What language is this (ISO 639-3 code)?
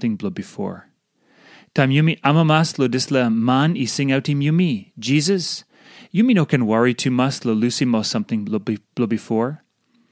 tpi